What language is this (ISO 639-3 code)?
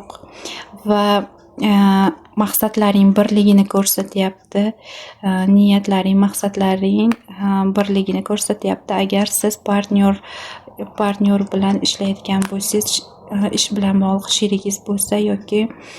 uzb